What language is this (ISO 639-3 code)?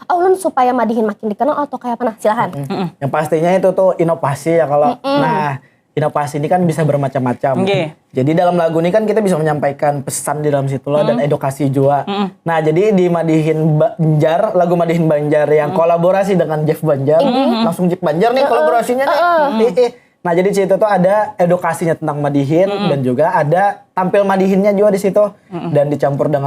bjn